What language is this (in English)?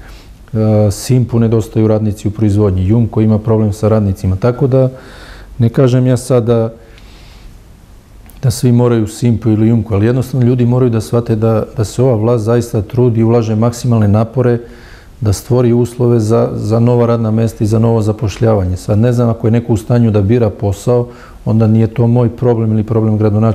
Serbian